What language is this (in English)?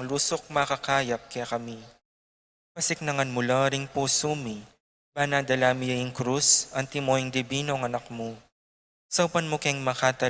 Pampanga